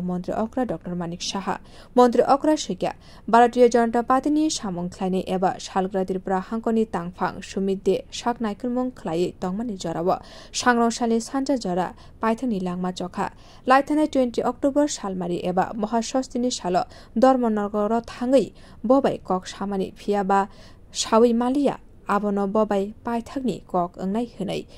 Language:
Kok Borok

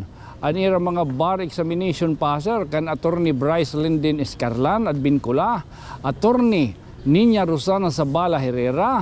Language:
Waray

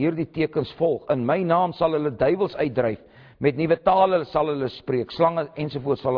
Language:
Afrikaans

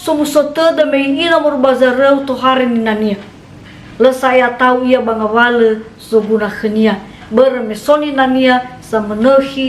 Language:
Nias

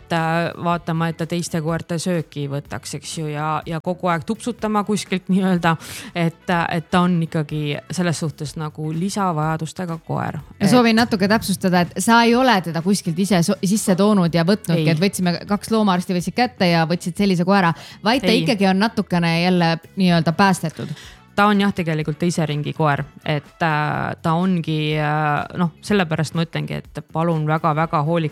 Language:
Estonian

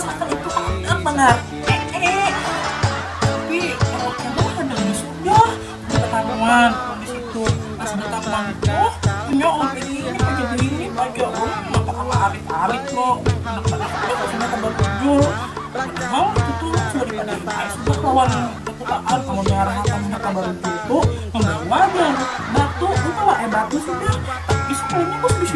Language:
Banjar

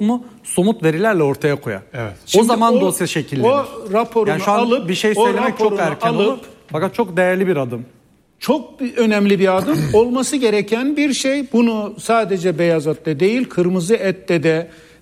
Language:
Turkish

